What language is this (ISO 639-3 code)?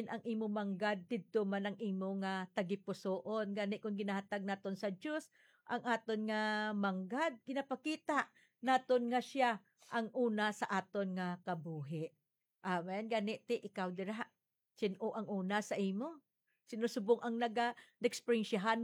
hil